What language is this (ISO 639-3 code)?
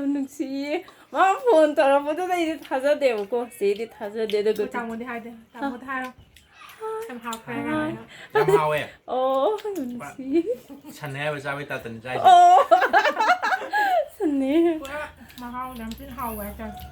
mni